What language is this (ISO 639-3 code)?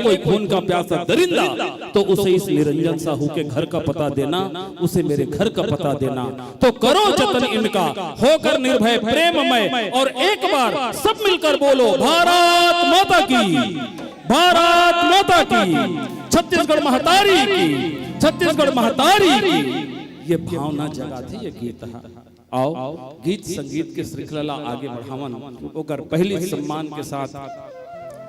hne